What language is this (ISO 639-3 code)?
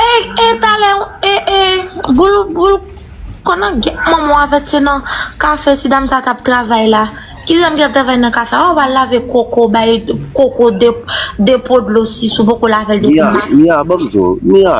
hat